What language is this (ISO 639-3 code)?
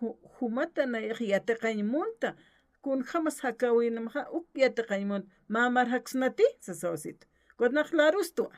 aym